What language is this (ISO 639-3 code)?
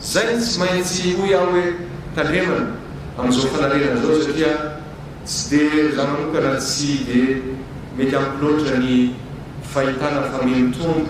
mlg